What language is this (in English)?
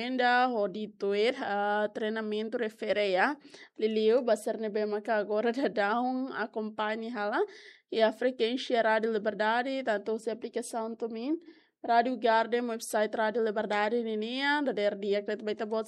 Tetum